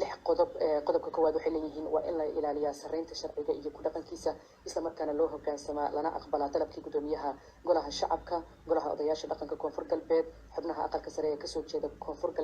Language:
Somali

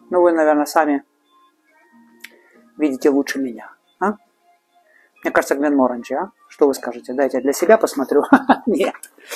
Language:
Russian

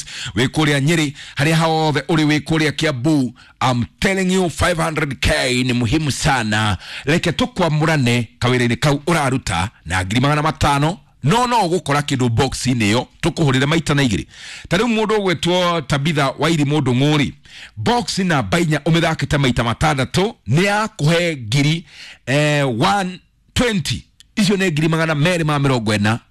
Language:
Kikuyu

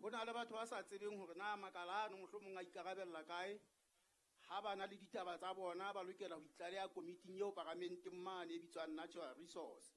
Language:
Southern Sotho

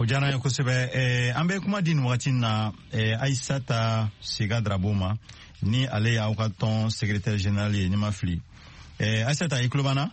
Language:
Bambara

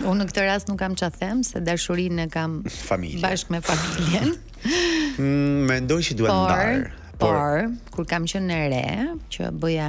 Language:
Albanian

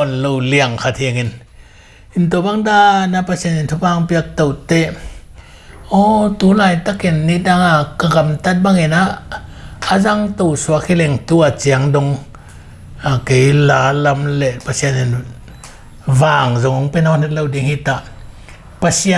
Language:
Tedim Chin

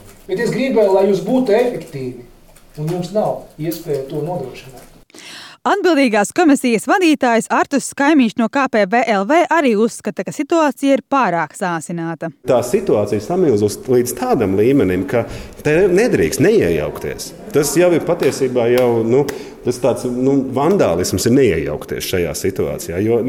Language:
Latvian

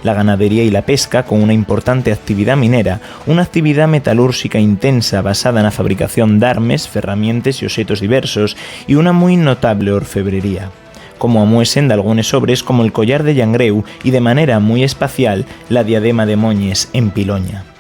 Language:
Asturian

